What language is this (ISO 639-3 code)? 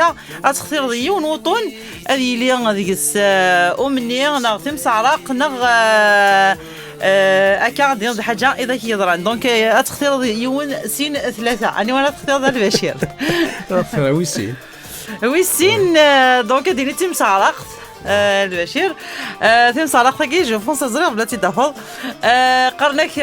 kab